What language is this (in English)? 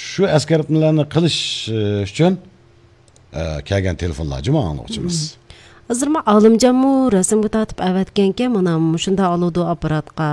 Uyghur